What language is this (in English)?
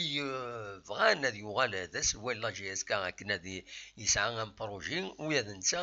Kabyle